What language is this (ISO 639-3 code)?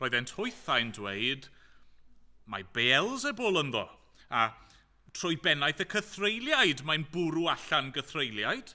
cym